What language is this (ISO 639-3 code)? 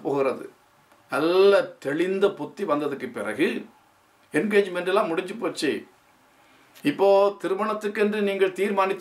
tam